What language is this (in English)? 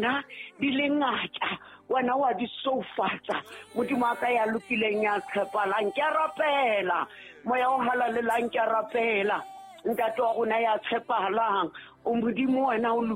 Southern Sotho